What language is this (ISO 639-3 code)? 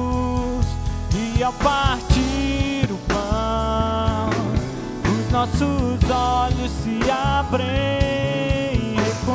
por